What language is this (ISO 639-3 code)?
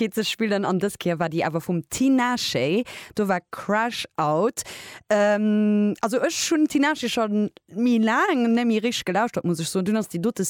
ltz